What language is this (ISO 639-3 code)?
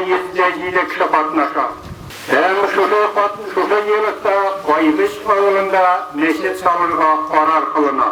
tat